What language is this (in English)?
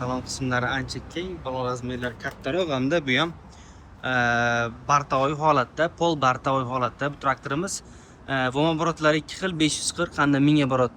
Uzbek